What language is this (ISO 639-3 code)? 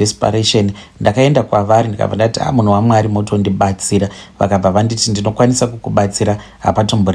sna